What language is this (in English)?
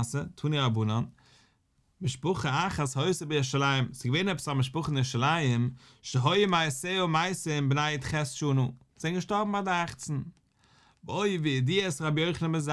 Yiddish